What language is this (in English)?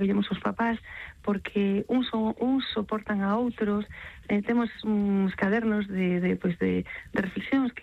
Galician